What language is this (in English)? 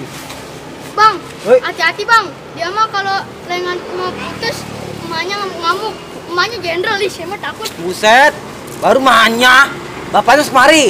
Betawi